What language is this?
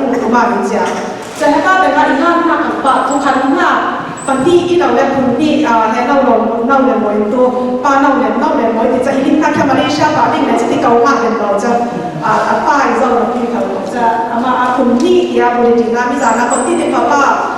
Falam Chin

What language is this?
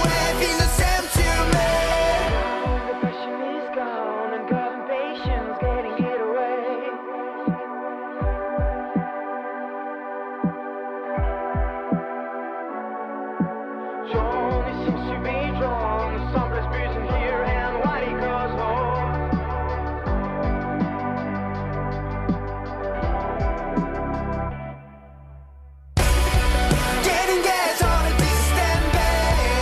French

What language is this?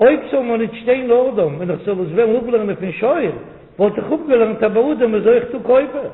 Yiddish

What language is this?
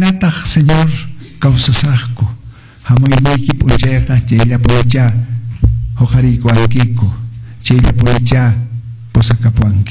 Quechua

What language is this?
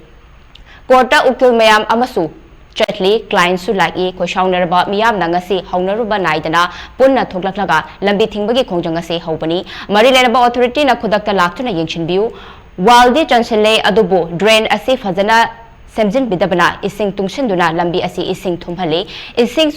Manipuri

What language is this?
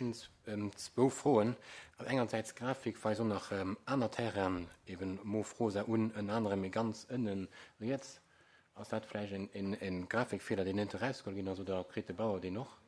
Luxembourgish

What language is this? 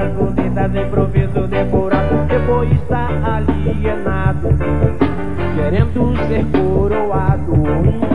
Portuguese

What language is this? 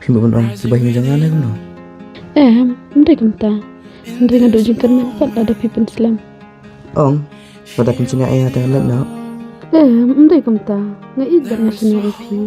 Khasi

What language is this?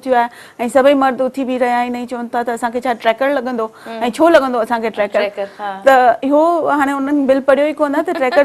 Sindhi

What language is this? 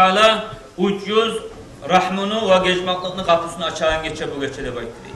Kumyk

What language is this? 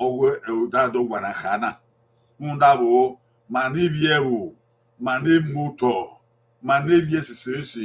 Bini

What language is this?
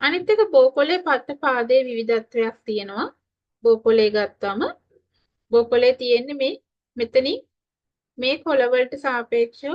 Sinhala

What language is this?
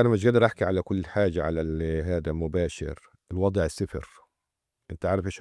North Levantine Arabic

